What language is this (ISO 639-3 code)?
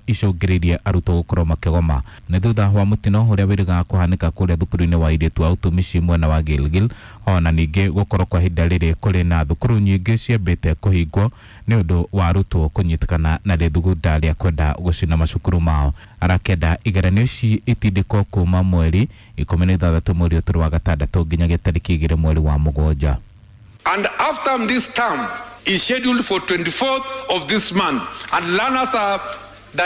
kik